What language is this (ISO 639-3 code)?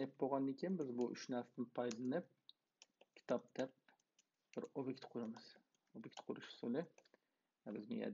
uig